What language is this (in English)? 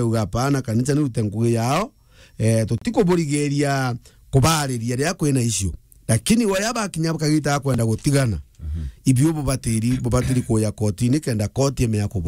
Meru